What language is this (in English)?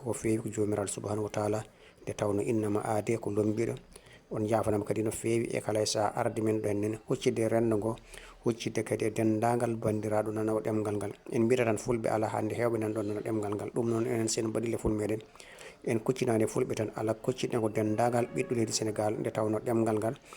Fula